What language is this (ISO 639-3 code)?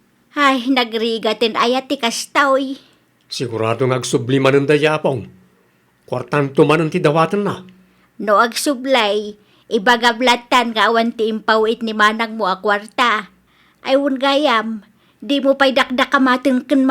ilo